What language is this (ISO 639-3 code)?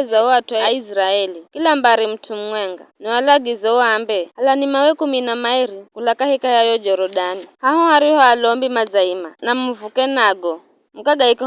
nyf